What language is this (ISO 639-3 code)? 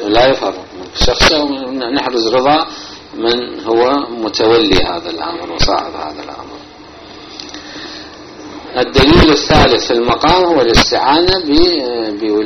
ara